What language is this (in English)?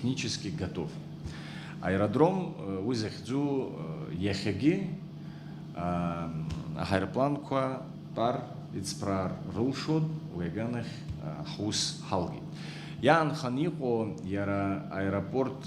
Abkhazian